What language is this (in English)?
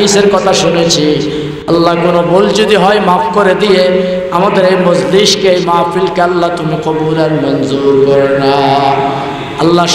Bangla